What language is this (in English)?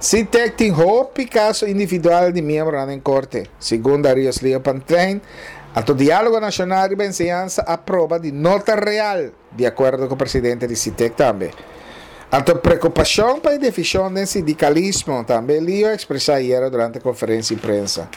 Papiamento